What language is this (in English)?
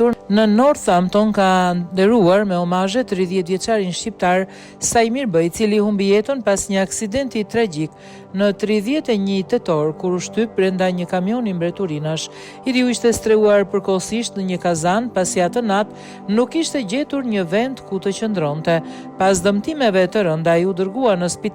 Albanian